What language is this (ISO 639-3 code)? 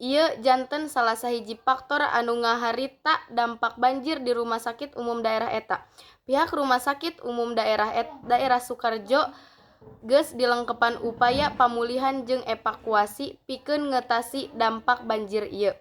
sun